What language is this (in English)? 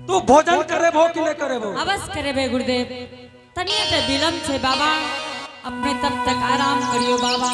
Angika